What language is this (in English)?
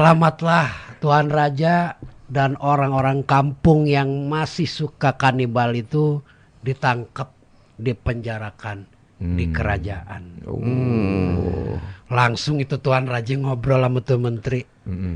Betawi